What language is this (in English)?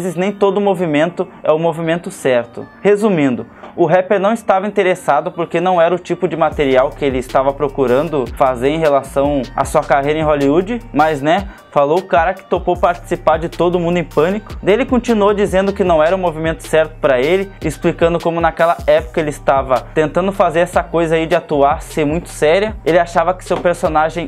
Portuguese